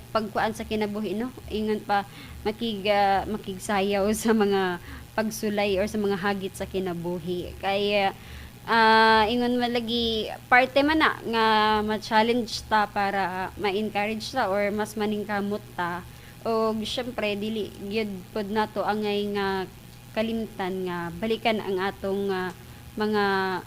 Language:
Cebuano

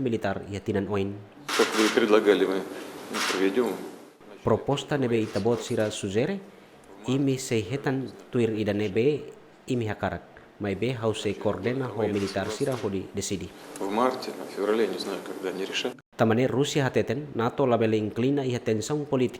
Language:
Tetum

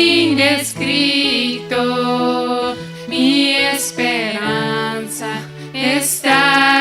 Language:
Plautdietsch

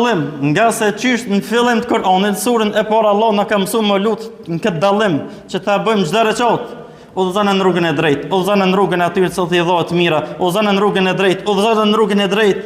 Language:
Albanian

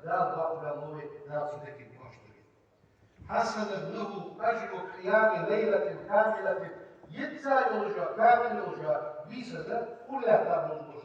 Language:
Ingush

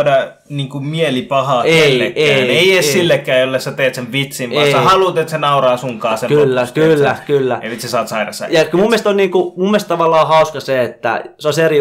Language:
Finnish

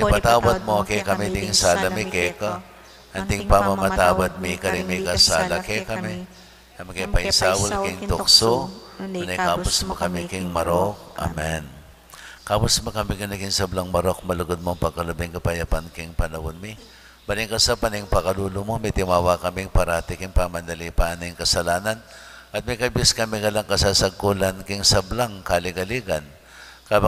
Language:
Pampanga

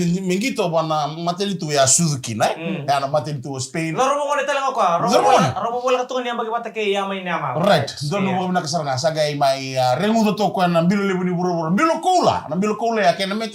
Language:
Fijian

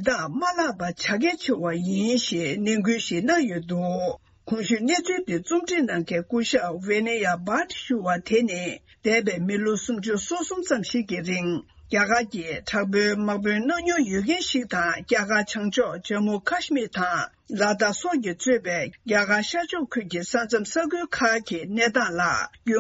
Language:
Tibetan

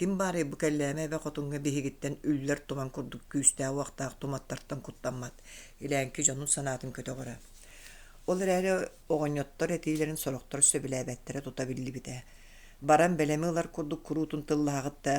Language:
Yakut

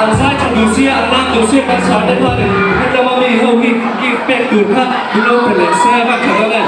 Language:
Mizo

